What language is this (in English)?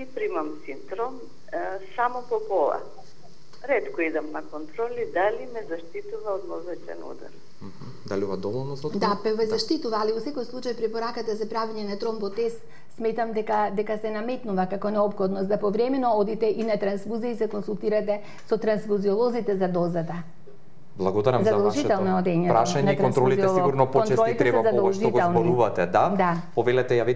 Macedonian